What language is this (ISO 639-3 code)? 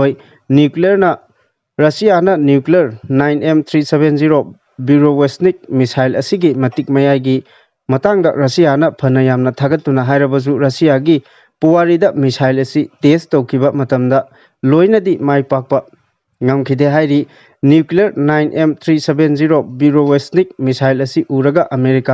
mni